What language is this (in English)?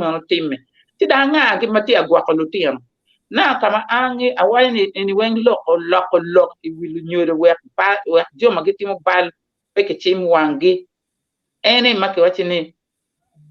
Acoli